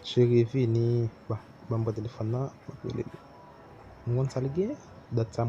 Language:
Haitian Creole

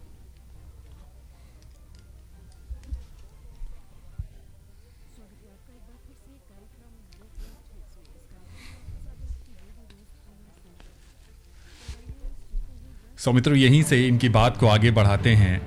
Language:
Hindi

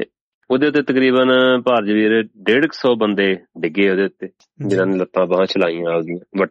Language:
Punjabi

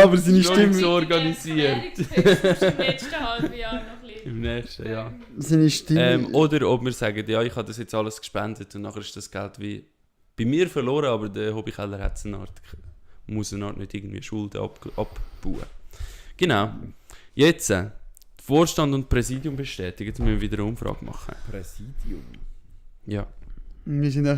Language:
Swiss German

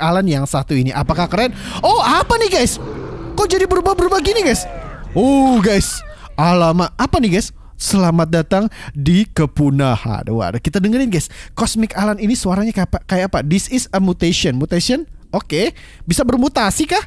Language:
Indonesian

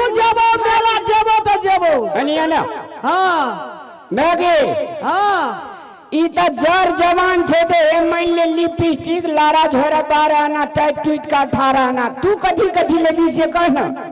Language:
Maithili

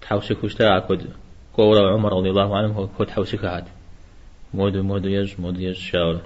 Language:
Kabardian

